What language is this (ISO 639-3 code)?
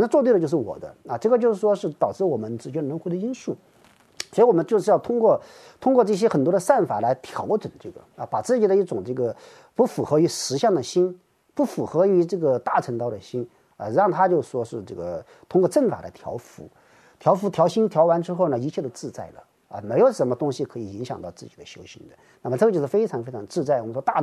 zho